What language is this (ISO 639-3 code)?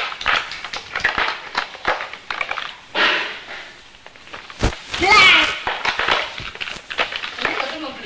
ind